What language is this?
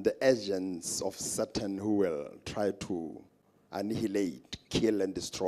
Tswana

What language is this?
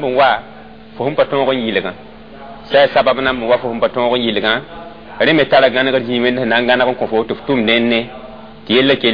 Mossi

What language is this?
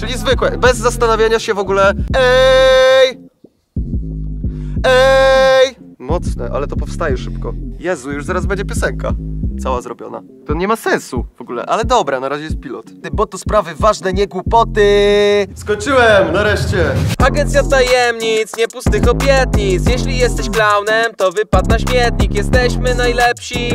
Polish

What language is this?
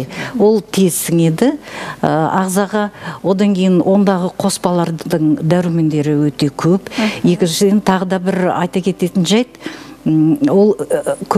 Kazakh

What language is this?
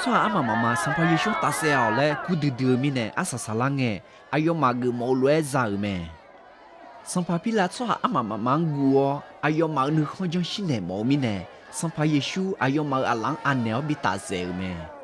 Akha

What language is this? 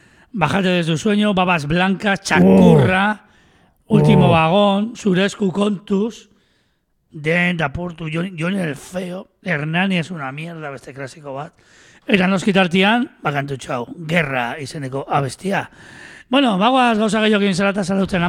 Basque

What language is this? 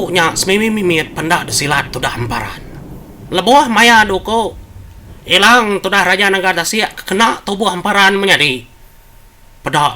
Iban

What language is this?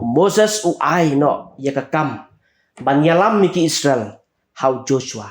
Khasi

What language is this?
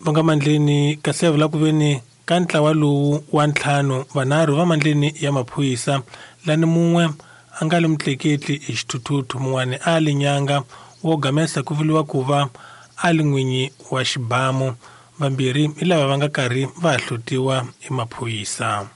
Tsonga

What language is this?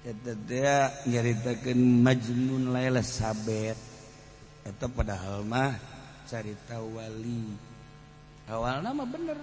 Sundanese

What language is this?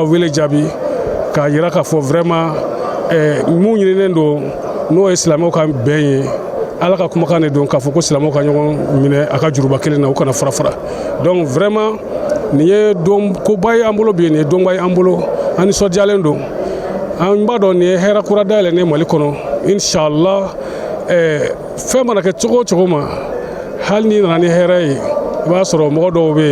Bambara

